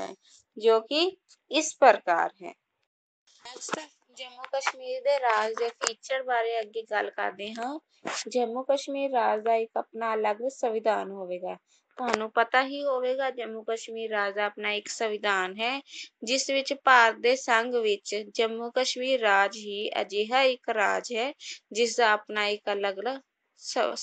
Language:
Punjabi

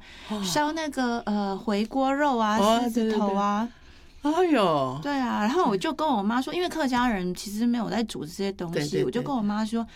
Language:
Chinese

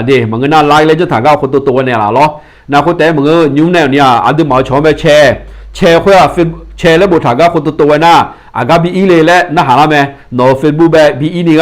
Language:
Akha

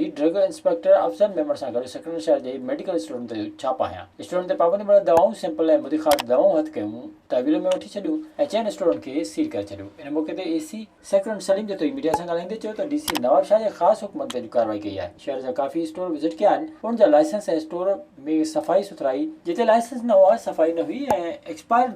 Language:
Sindhi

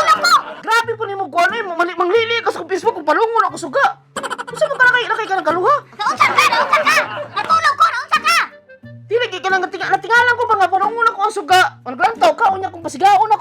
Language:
Cebuano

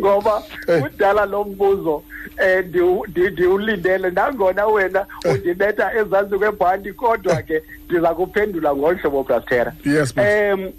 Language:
Xhosa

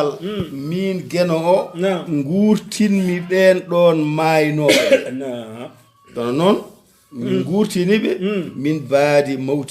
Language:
Fula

